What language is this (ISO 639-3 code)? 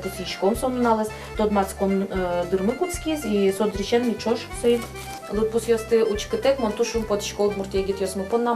udm